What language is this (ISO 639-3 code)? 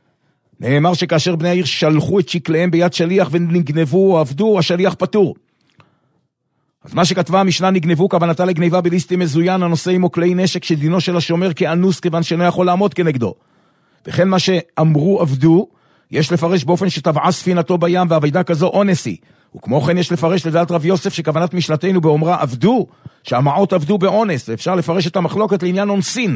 heb